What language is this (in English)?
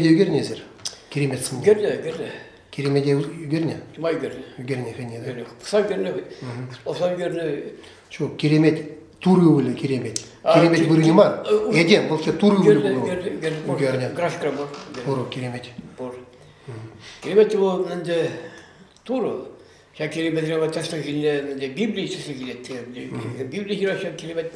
Chuvash